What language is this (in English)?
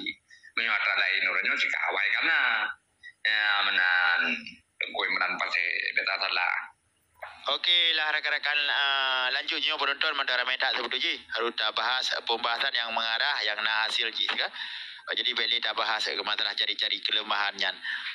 Achinese